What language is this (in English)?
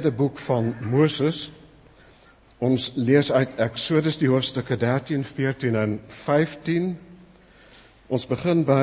Afrikaans